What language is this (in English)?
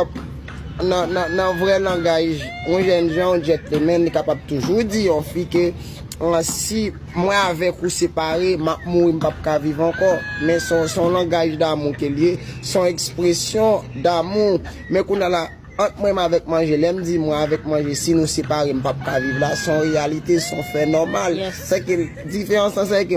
Haitian Creole